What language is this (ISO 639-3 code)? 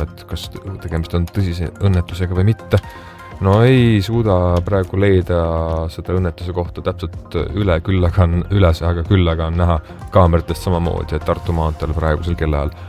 est